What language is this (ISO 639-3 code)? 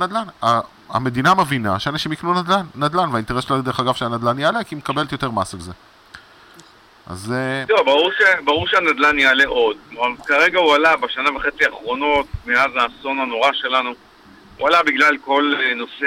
heb